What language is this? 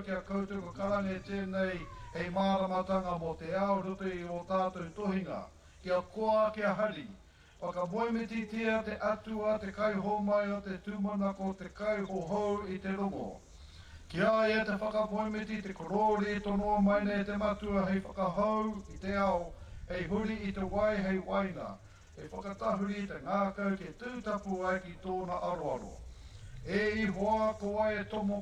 Māori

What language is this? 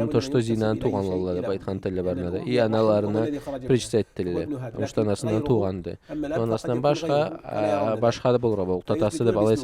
Karachay-Balkar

